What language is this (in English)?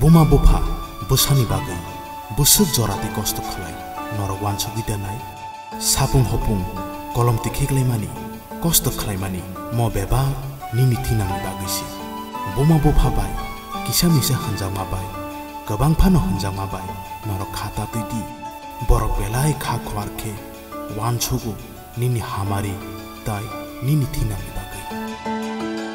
Kok Borok